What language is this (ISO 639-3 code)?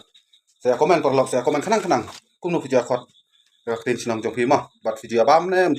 kha